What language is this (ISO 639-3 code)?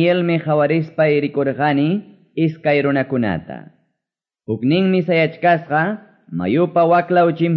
que